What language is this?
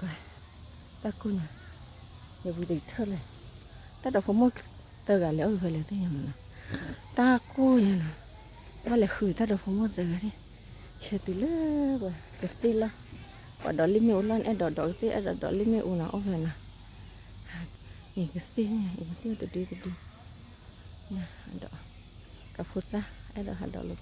S'gaw Karen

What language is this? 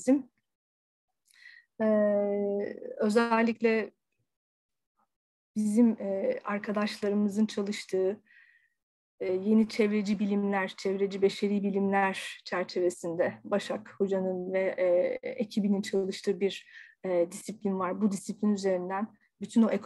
Turkish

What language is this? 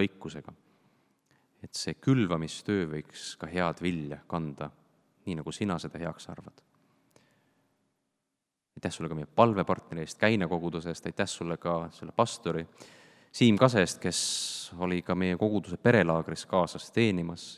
Estonian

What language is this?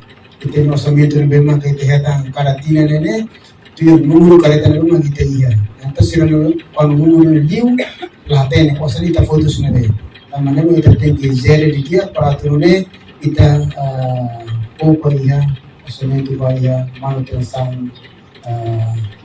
Tetum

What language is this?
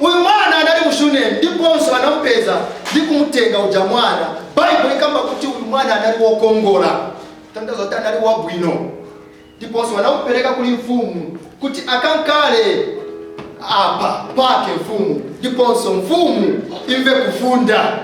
Nyanja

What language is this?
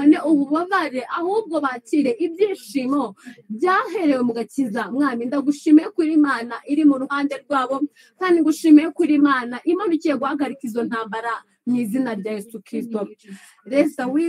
Kinyarwanda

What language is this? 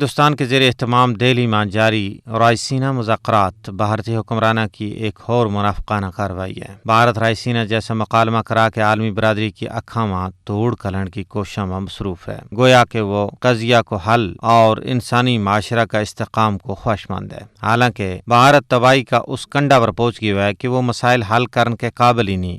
Gujari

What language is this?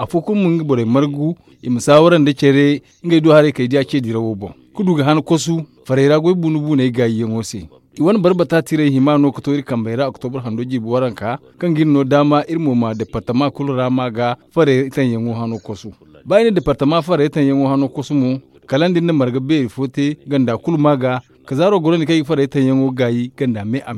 Zarma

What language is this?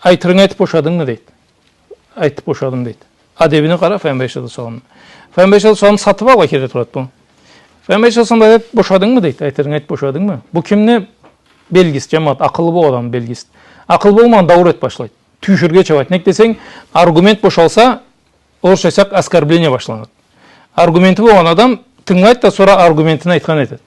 Karachay-Balkar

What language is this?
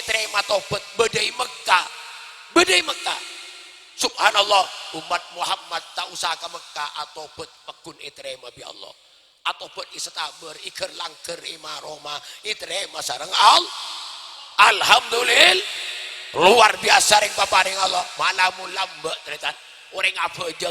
Madurese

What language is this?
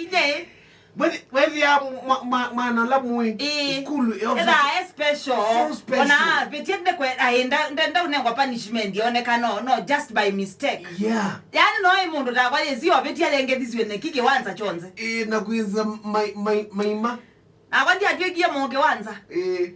Kamba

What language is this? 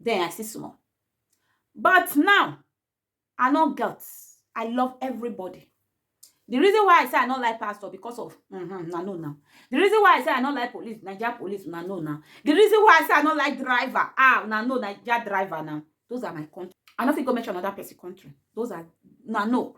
Nigerian Pidgin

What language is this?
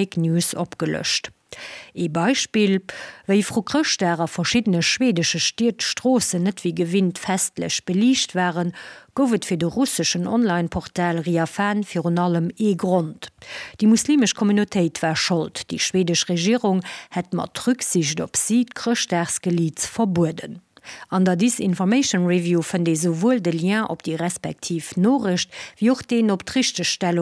Luxembourgish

